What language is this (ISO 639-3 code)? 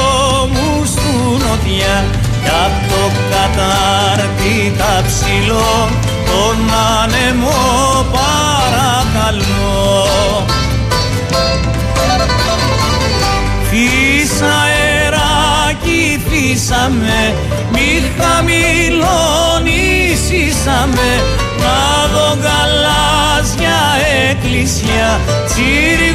ell